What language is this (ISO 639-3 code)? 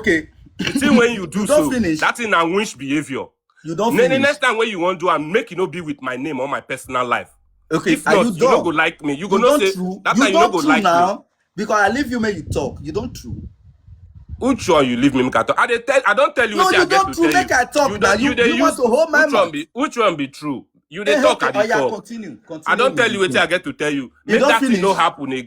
pcm